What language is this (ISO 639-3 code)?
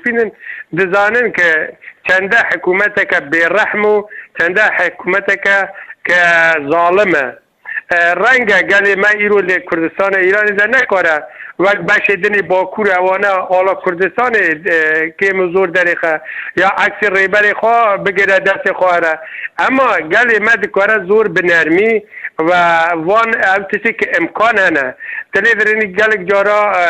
kur